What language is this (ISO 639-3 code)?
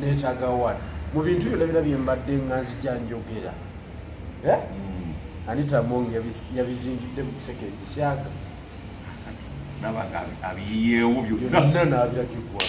lug